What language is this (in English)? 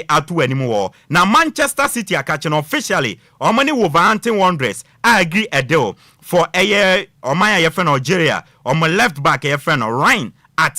Akan